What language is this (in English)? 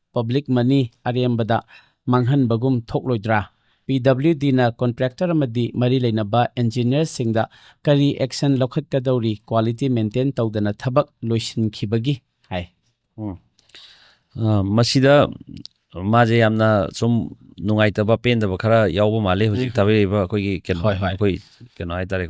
Manipuri